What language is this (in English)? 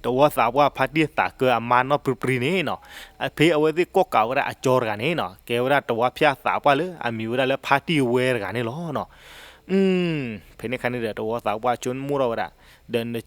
S'gaw Karen